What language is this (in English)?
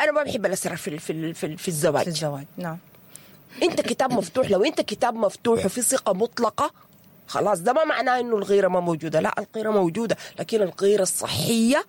Sudanese Arabic